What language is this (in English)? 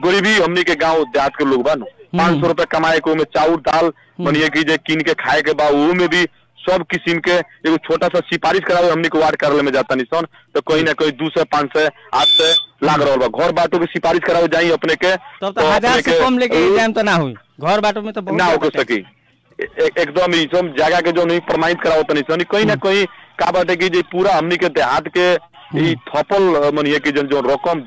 Bhojpuri